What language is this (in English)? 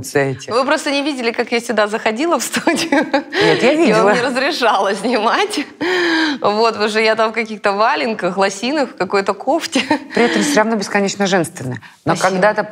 Russian